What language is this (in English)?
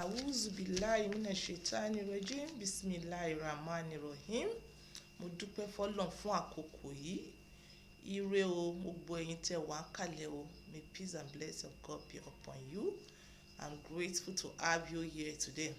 Yoruba